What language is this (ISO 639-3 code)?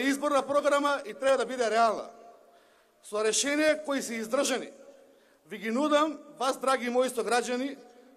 mkd